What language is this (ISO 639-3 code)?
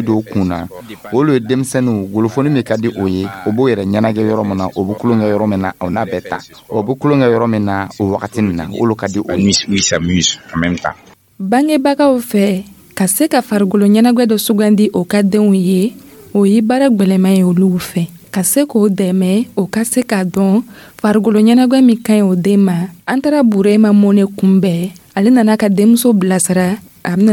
dyu